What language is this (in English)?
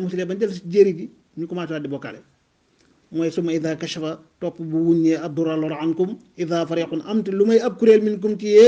Wolof